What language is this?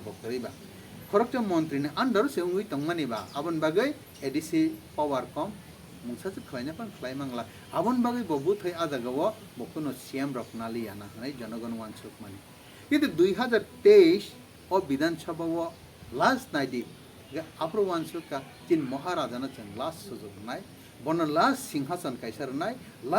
Kok Borok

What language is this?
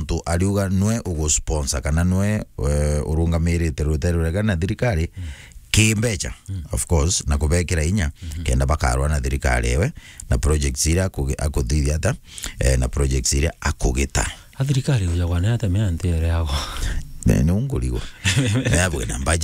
Meru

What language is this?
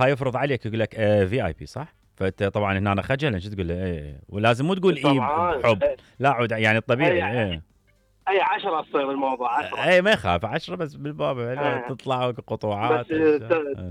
Mesopotamian Arabic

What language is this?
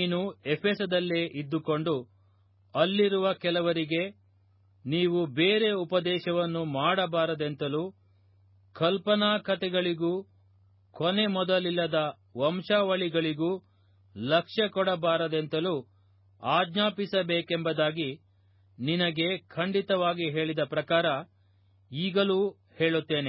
Kannada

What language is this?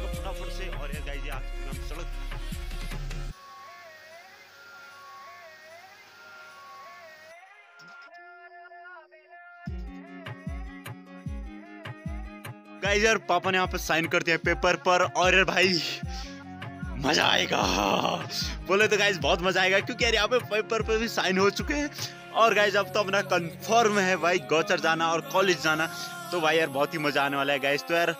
Hindi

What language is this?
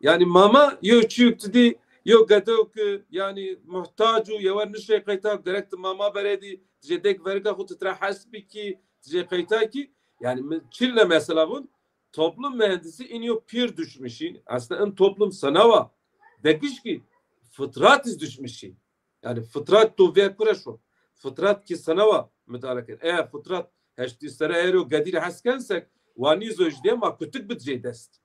Zaza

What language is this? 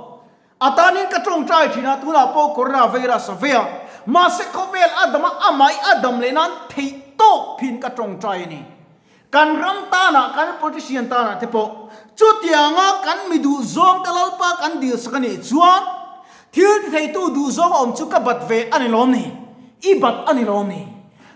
Mizo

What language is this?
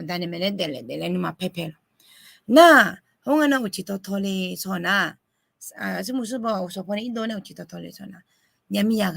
Akha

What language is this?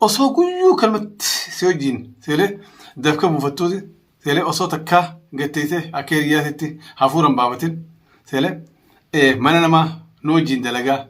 Oromo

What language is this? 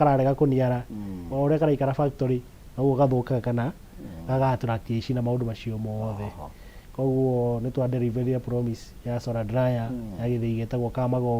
Kikuyu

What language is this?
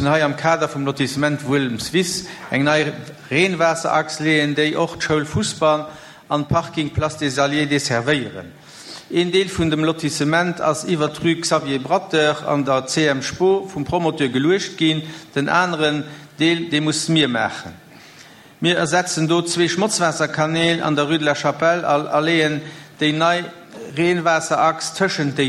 Luxembourgish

